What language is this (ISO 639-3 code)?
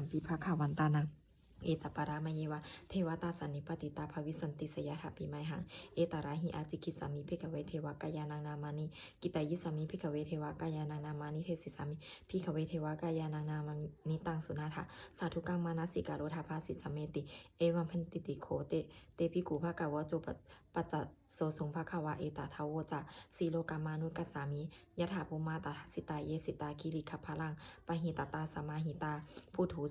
pli